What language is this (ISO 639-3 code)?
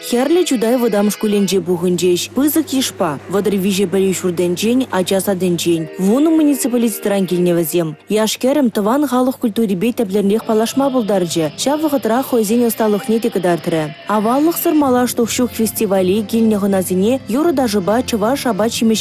chv